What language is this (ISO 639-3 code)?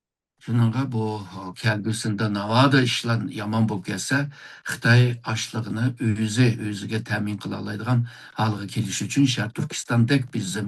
uig